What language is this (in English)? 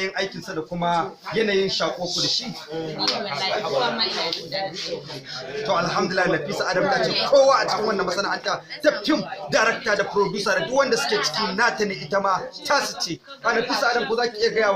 Hausa